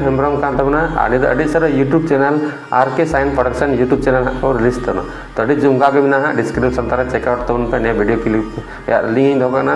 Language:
Santali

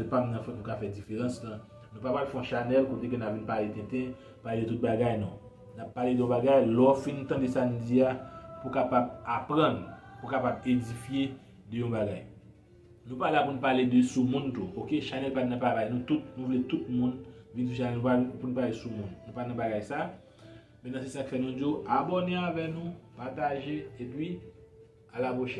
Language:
Haitian Creole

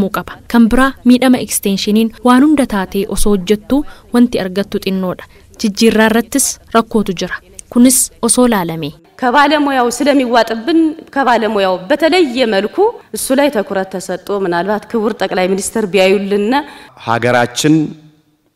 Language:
Oromo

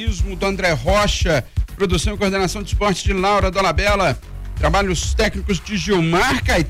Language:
Portuguese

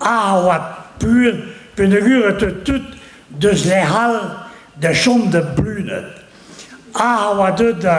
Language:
Breton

